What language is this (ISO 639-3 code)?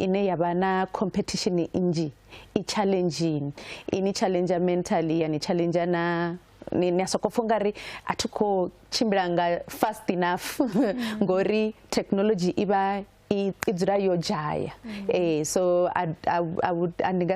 ven